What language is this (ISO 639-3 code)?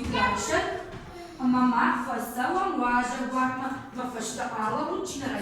oss